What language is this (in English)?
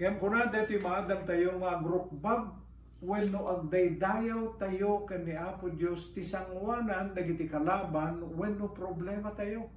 Iloko